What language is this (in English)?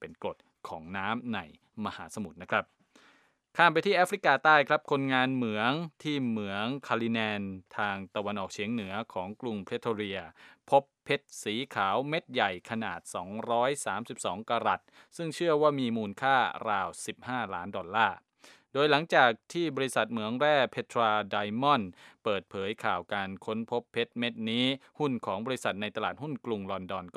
Thai